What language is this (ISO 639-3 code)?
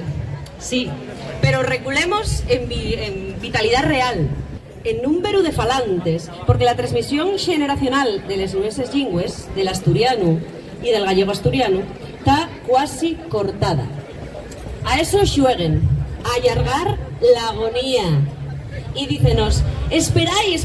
ast